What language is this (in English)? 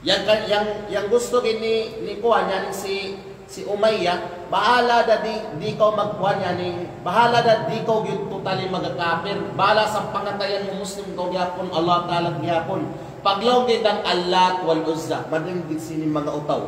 Kalagan